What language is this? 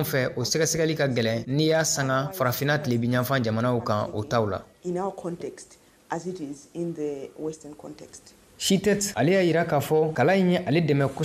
Bambara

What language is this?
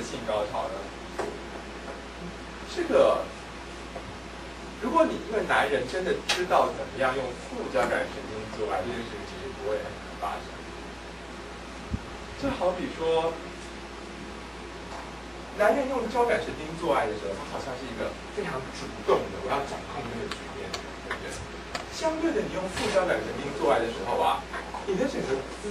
Chinese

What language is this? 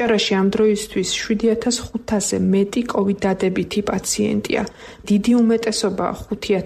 Georgian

